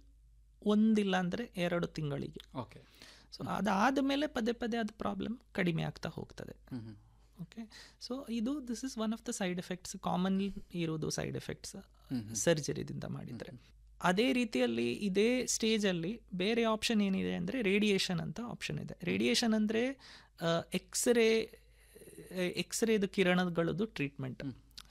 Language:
Kannada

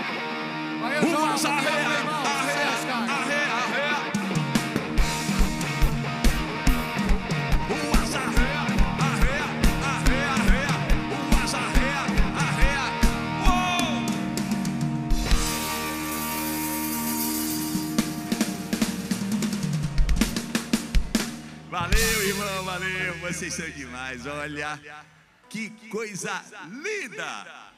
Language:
Portuguese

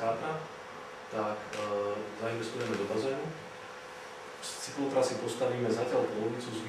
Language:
Slovak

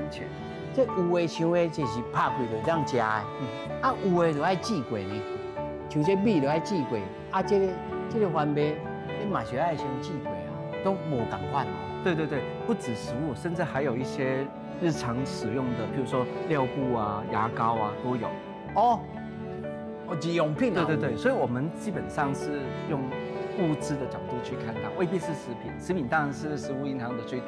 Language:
Min Nan Chinese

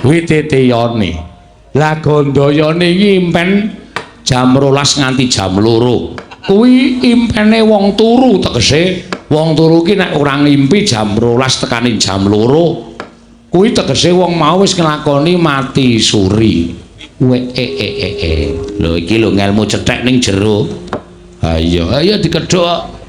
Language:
Javanese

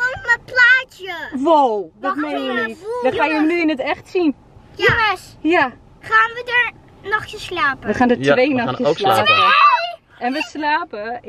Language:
Dutch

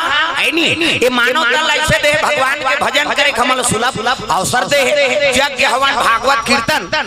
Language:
Chhattisgarhi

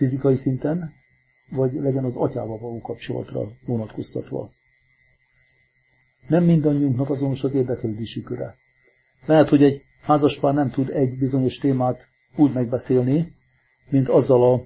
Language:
Hungarian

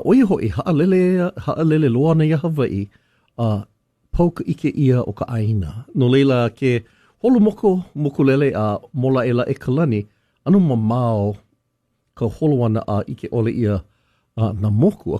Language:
Hawaiian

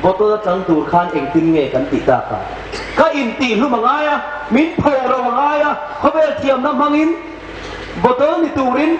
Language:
Hmar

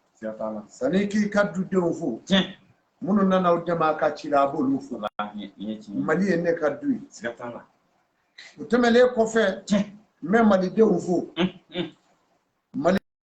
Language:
Bambara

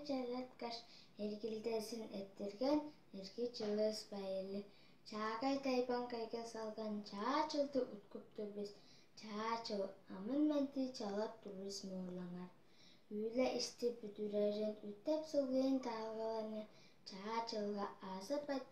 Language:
Tuvinian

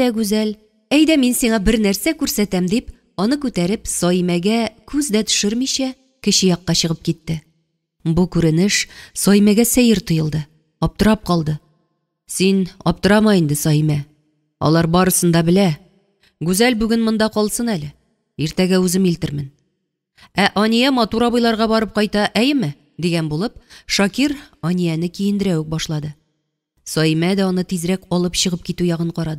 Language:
Tatar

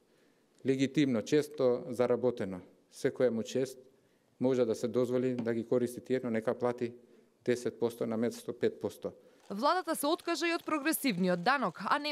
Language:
Macedonian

